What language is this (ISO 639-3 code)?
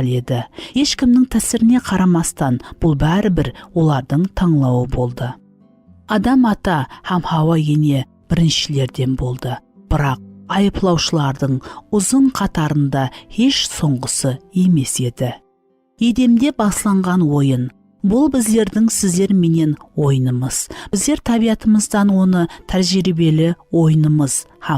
kaa